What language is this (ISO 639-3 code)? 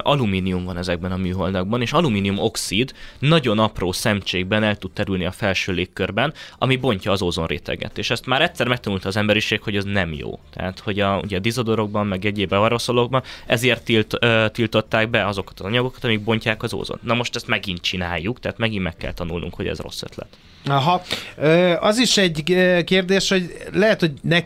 hun